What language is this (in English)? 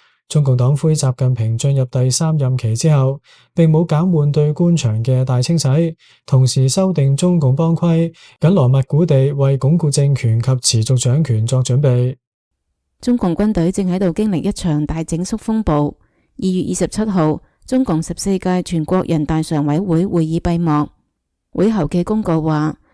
Cantonese